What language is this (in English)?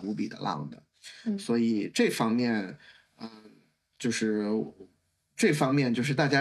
Chinese